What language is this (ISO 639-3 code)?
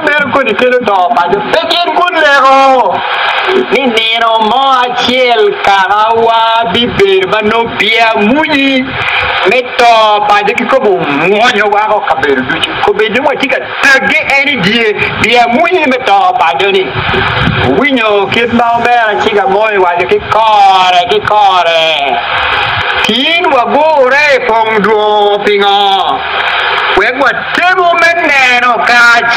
ach